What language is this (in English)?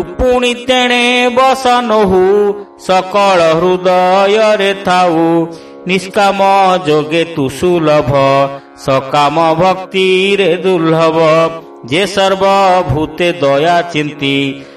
Odia